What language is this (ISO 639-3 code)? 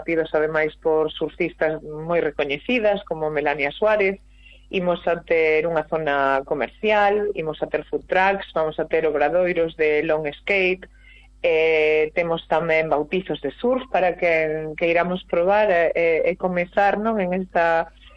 glg